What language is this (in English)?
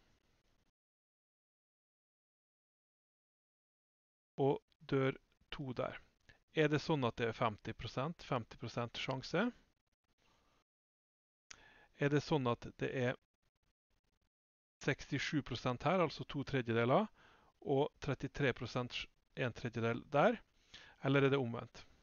Norwegian